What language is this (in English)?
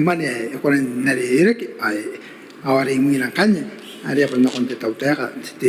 Gilbertese